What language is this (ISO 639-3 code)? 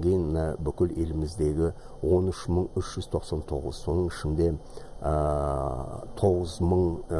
kaz